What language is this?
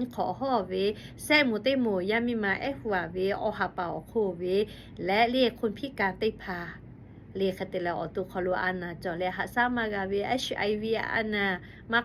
Lahu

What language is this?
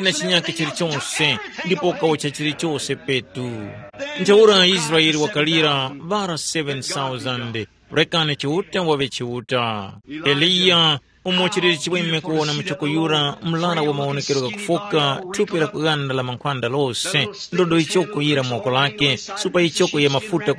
Tumbuka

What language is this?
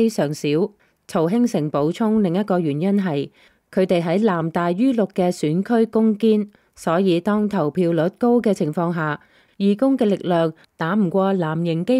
Cantonese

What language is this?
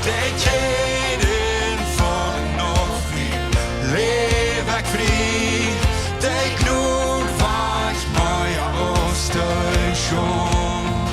Plautdietsch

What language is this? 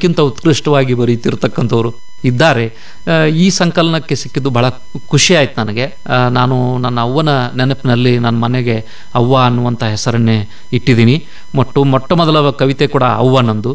Kannada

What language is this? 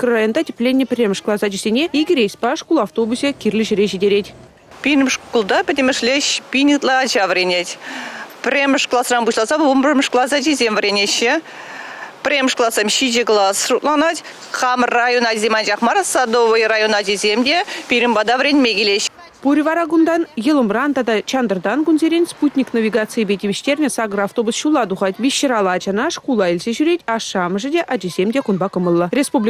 Chuvash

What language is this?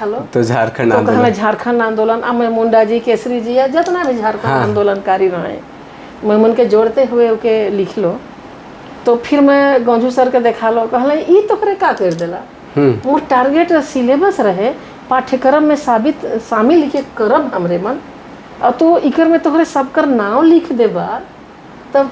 Sadri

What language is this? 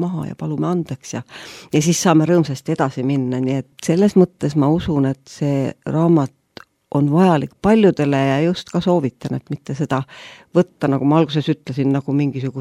Estonian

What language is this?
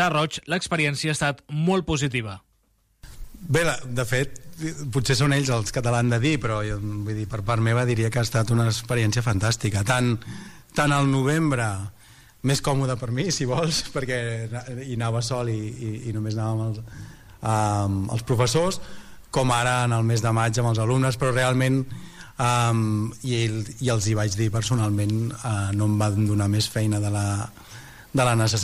Catalan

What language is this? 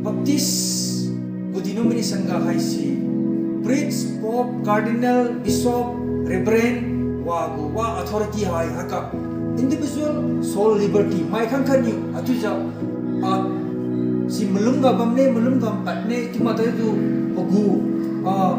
Liangmai Naga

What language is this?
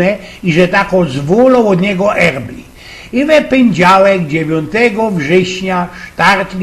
Silesian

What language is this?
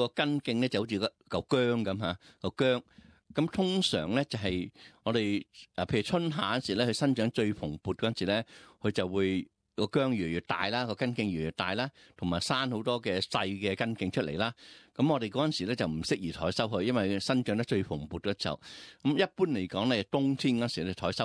Cantonese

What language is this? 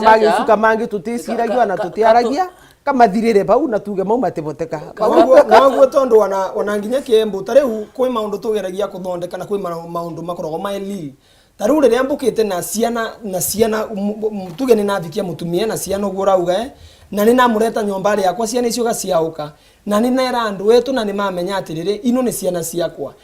Meru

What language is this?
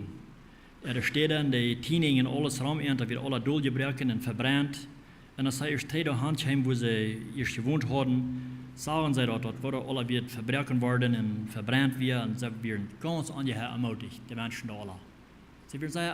Plautdietsch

